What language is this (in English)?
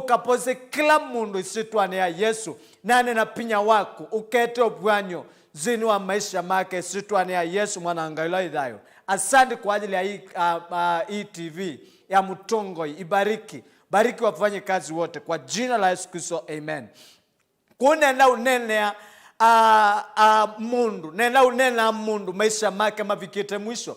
Kamba